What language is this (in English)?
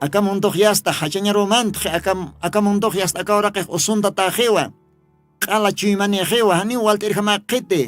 Aymara